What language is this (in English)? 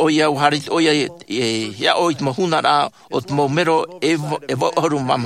Tahitian